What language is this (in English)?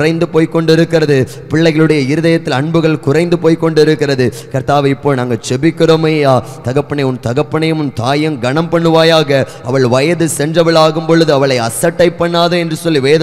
Tamil